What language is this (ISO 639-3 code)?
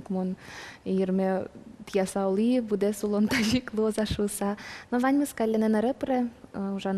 udm